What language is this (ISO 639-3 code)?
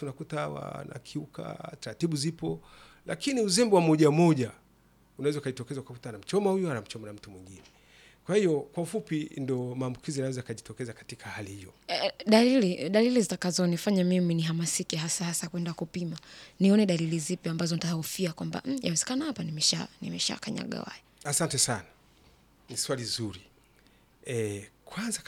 swa